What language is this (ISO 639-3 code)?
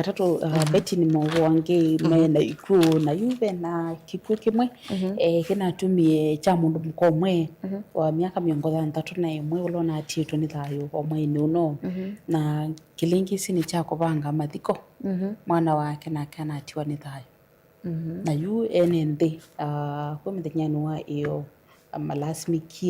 kam